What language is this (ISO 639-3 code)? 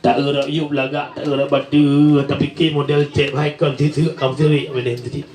ace